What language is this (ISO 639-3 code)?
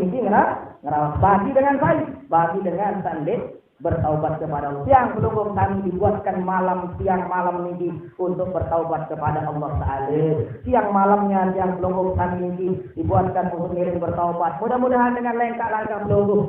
sas